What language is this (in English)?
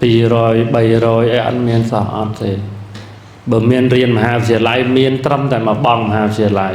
Khmer